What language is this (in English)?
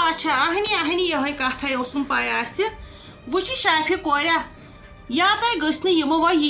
Kashmiri